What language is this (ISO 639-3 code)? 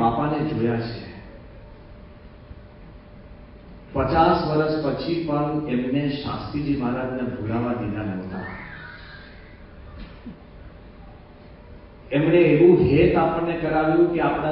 guj